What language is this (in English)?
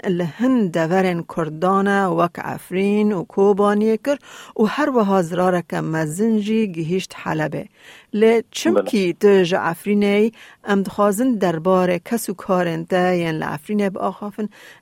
Kurdish